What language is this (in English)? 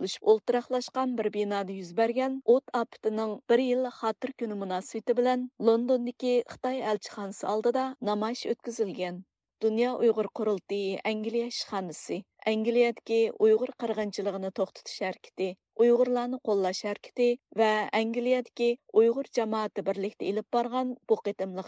Uyghur